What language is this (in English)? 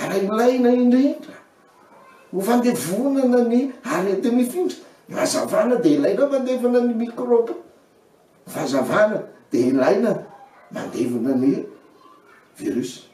Malagasy